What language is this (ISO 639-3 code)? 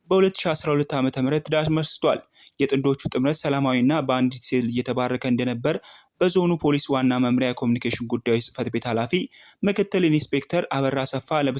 amh